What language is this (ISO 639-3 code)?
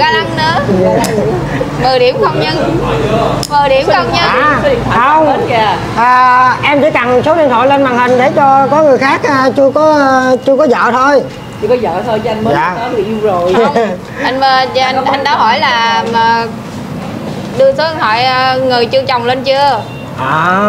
vie